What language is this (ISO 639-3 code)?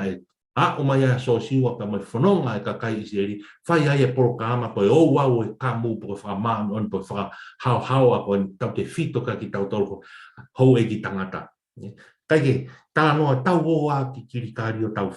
ton